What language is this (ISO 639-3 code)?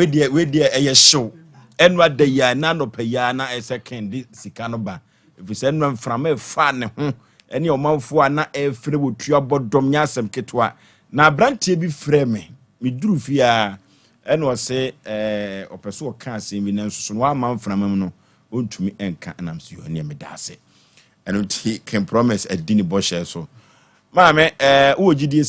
aka